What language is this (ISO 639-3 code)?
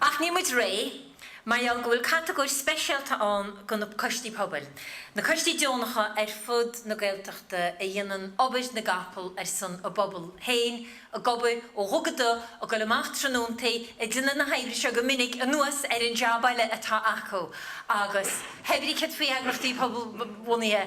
gle